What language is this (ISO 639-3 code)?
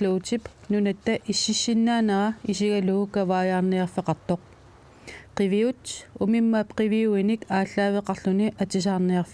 kal